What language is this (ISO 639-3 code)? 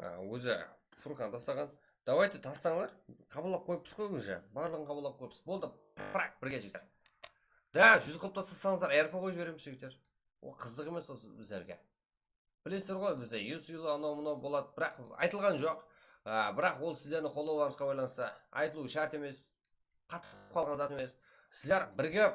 kaa